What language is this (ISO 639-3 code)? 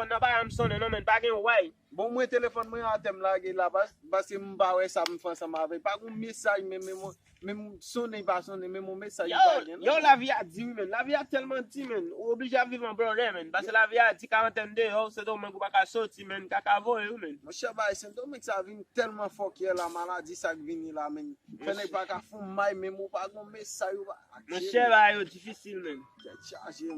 hat